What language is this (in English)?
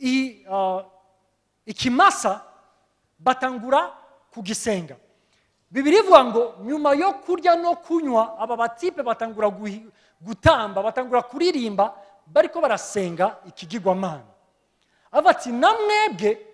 Rundi